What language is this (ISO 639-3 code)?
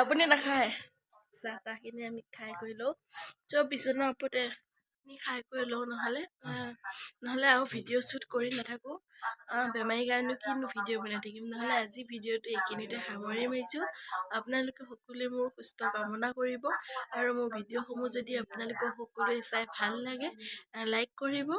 asm